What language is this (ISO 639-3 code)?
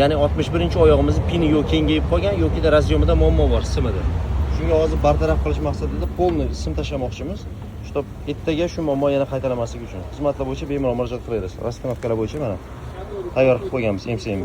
uzb